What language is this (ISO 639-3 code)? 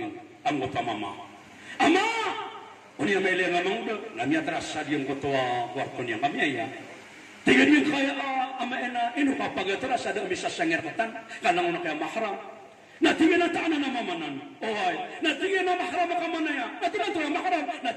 mrw